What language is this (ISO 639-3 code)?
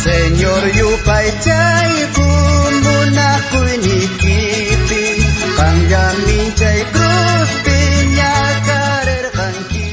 quh